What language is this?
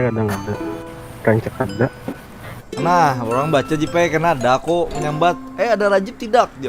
Banjar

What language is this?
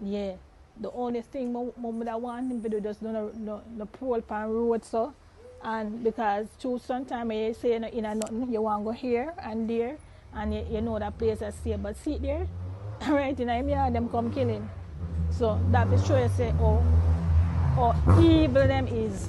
Jamaican Creole English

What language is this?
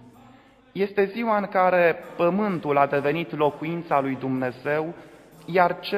Romanian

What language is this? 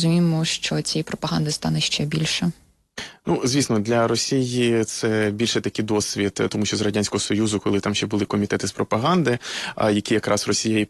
Ukrainian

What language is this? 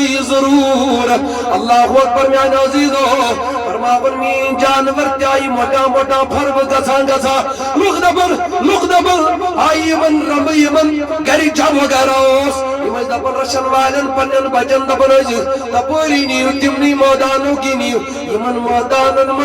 Kashmiri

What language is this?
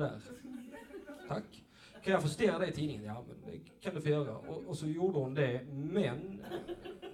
Swedish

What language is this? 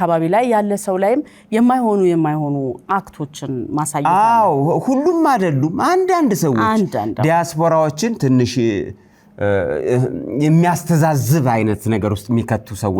Amharic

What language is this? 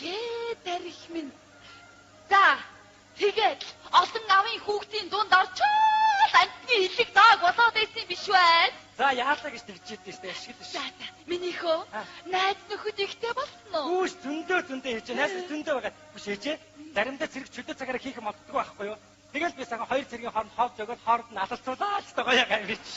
Mongolian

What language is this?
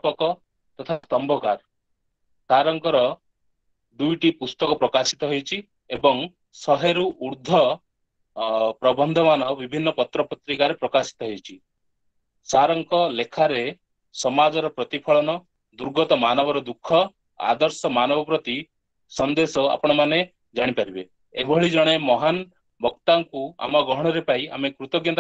Odia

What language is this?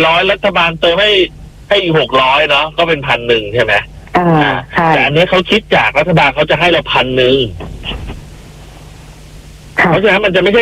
Thai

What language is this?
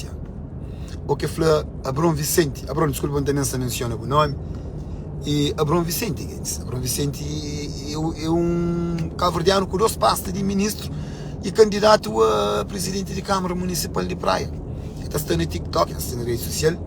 Kabuverdianu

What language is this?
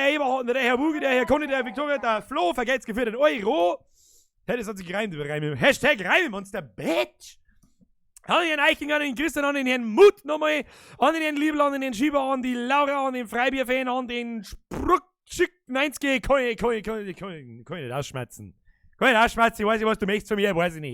Bavarian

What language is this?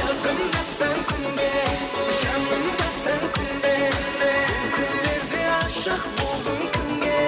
Kara-Kalpak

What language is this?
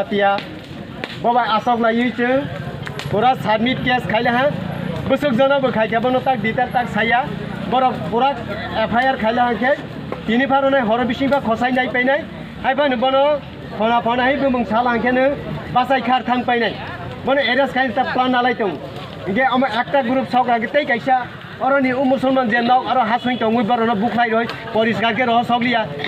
Kok Borok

